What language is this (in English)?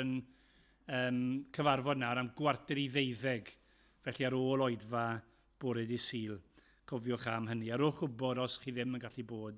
Welsh